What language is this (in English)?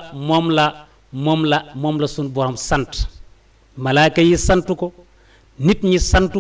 Wolof